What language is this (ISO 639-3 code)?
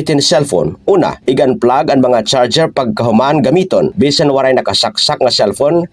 war